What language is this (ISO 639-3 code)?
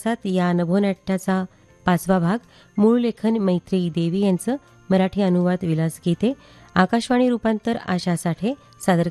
mar